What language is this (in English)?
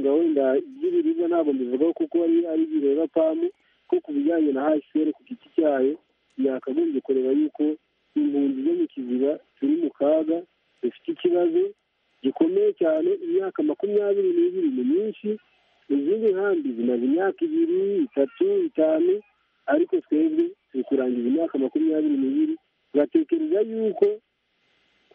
Kinyarwanda